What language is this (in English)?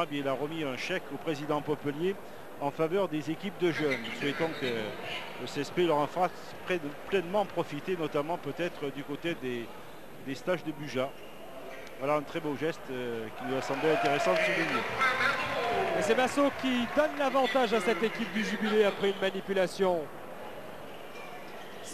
French